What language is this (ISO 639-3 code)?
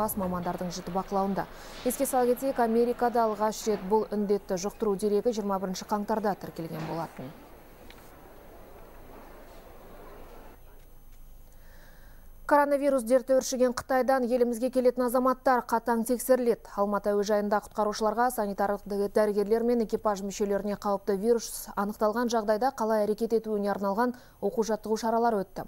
kaz